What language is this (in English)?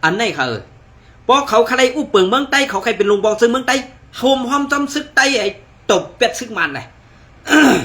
Shan